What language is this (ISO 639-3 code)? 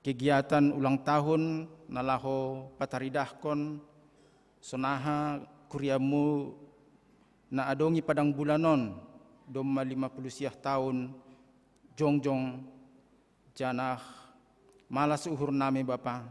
bts